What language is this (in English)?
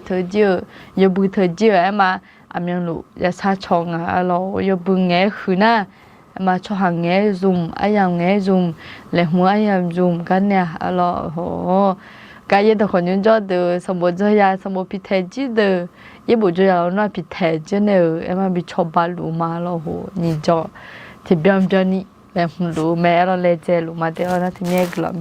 Akha